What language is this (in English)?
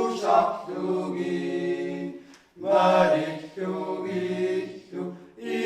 Kalaallisut